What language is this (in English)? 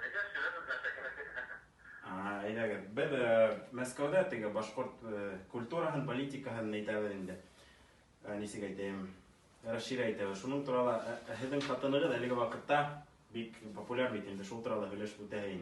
Bashkir